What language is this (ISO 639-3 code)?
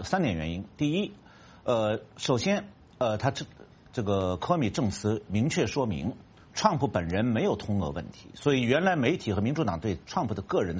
zho